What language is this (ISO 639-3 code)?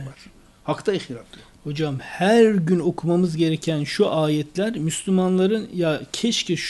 tur